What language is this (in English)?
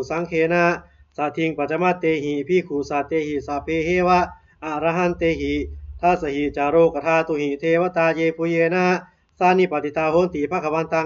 Pali